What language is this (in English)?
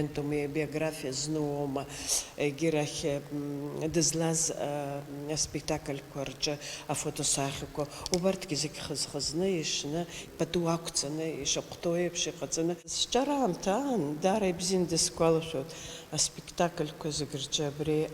Abkhazian